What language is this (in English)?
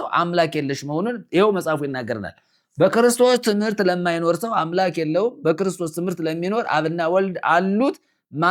Amharic